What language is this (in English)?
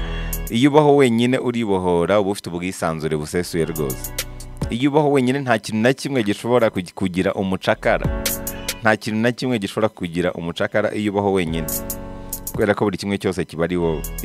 Kinyarwanda